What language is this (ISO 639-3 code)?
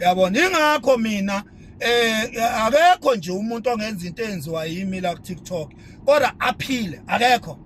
zul